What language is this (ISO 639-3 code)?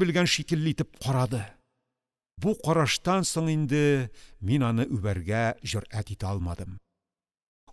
tat